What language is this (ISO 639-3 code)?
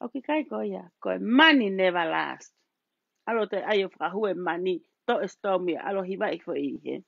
ton